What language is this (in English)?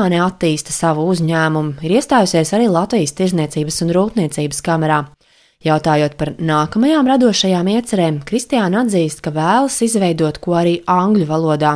Latvian